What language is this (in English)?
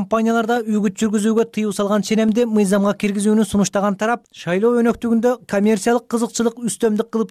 Kyrgyz